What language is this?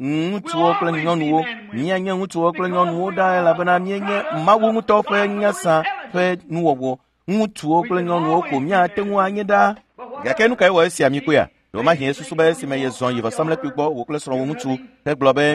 Ewe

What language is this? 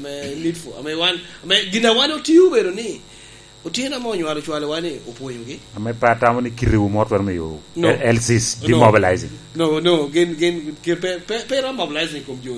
Lango (Uganda)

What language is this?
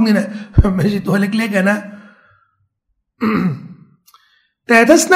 Thai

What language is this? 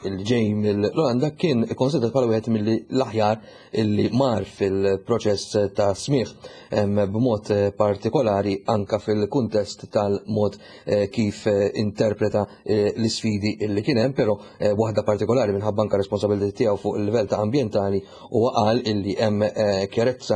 Maltese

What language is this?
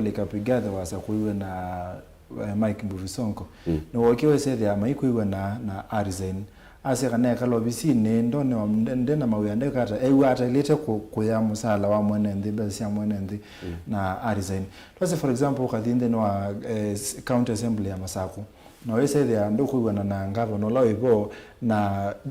Kamba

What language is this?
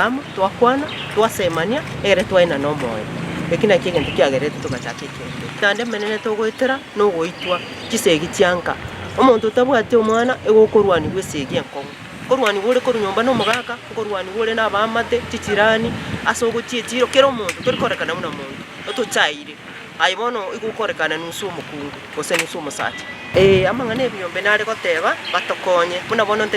Gusii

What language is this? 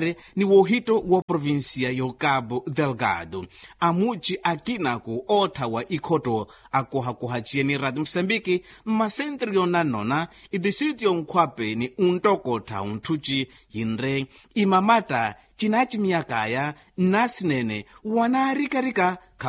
Makhuwa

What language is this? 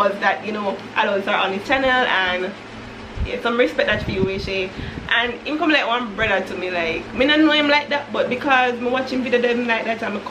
Jamaican Creole English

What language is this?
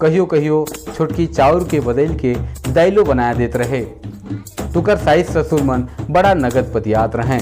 Sadri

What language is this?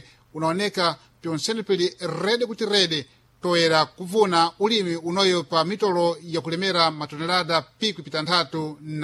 Sena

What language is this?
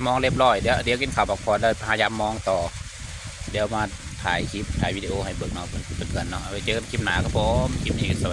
Lao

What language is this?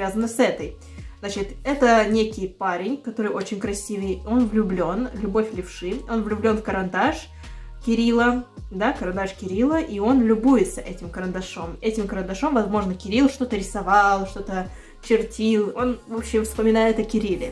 Russian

